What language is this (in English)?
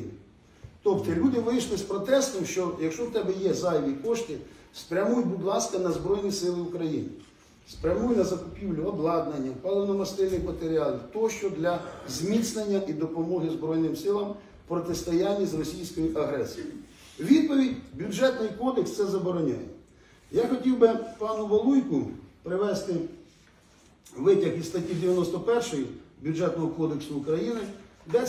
Ukrainian